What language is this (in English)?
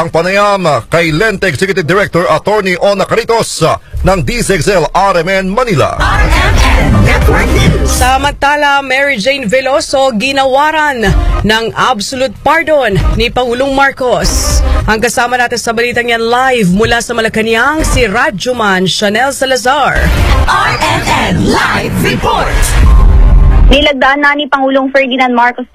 Filipino